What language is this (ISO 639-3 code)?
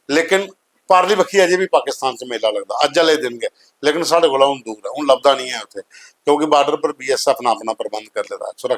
doi